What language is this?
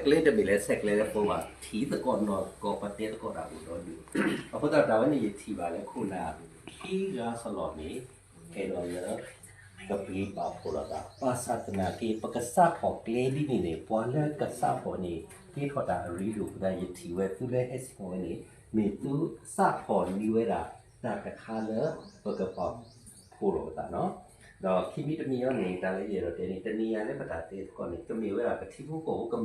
S'gaw Karen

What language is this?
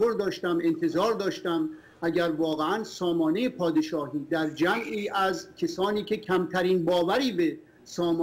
Persian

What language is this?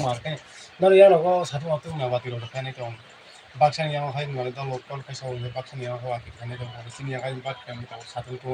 Kok Borok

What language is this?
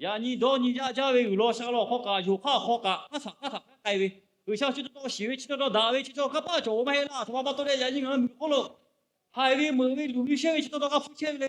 Lahu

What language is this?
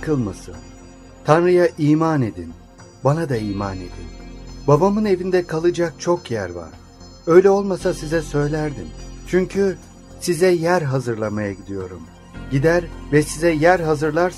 Turkish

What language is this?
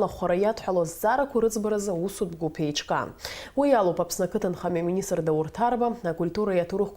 Abkhazian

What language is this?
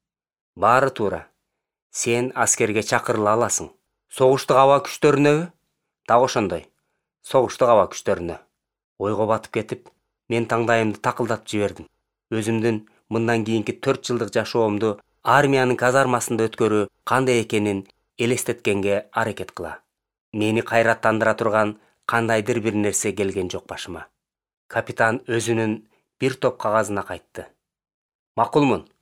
Kyrgyz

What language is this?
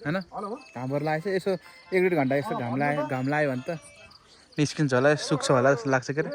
Nepali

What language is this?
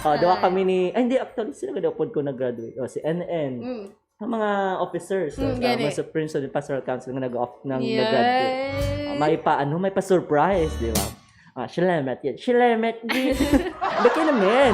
Hiligaynon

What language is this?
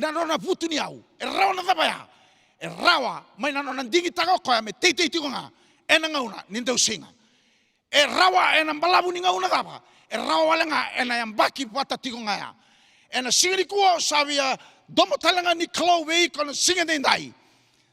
Fijian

